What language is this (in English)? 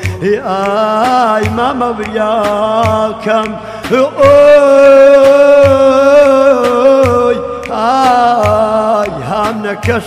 Gurani